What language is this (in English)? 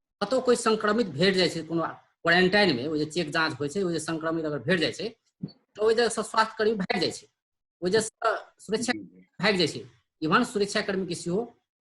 Maithili